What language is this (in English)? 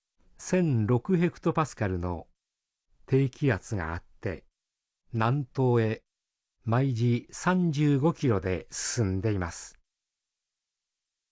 Japanese